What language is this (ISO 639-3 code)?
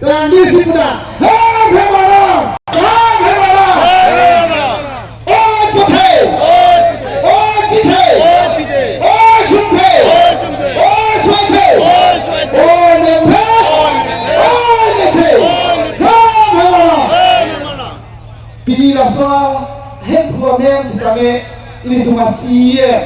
mjw